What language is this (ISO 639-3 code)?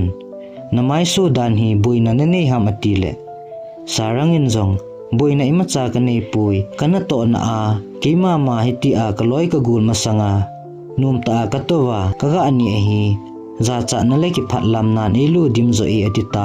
tcz